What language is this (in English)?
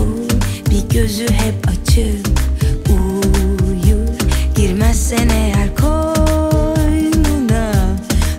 Turkish